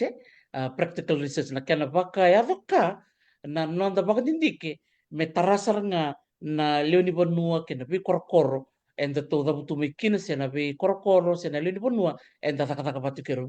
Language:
Fijian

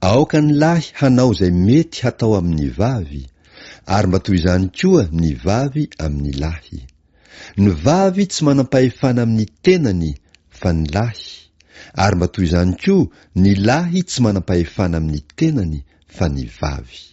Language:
Malagasy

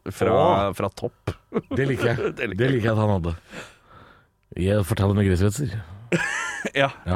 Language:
Norwegian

